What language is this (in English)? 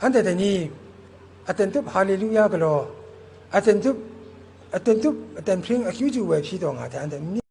Kachin